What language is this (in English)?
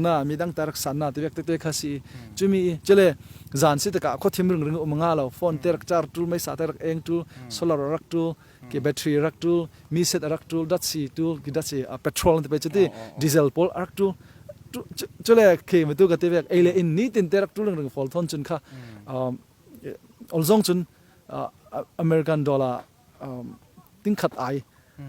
Falam Chin